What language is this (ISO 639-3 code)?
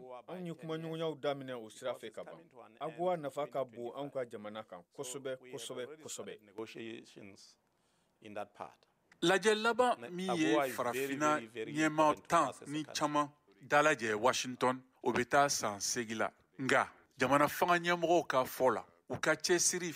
bam